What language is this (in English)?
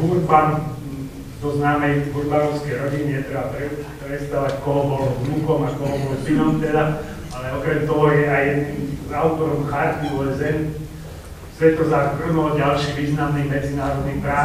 Slovak